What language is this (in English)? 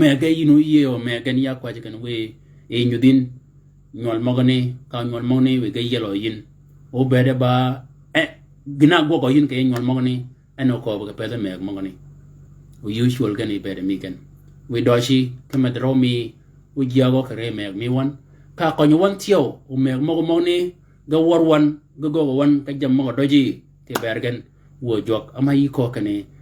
Shilluk